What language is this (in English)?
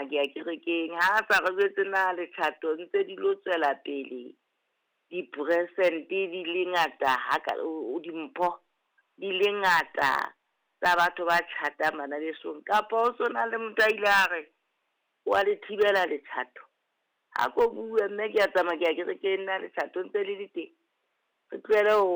Southern Sotho